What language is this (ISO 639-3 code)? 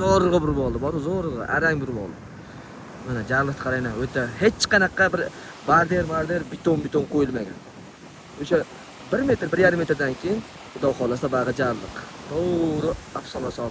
uzb